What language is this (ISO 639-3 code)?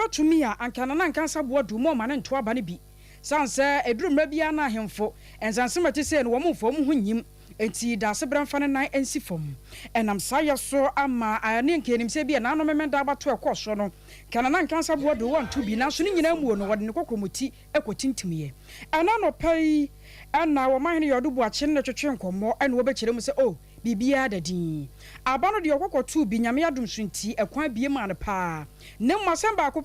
aka